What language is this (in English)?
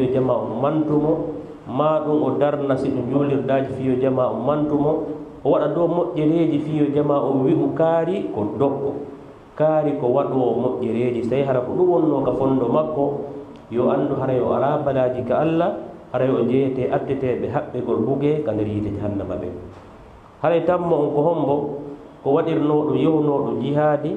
Fula